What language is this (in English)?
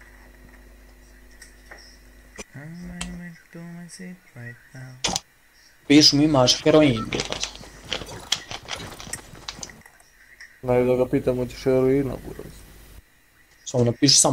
Croatian